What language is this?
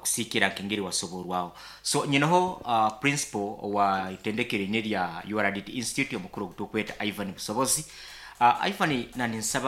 Nyoro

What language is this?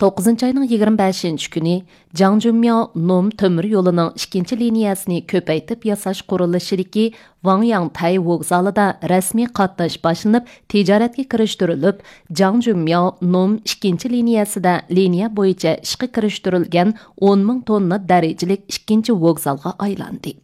Uyghur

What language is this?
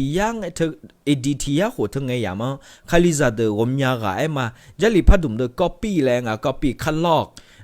Akha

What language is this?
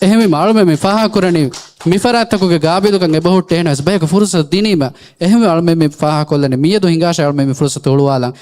Divehi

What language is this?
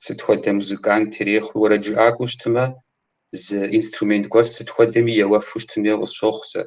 Kabardian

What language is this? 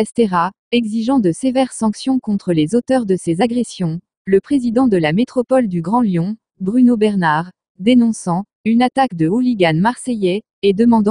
French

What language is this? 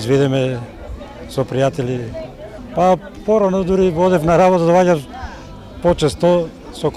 Macedonian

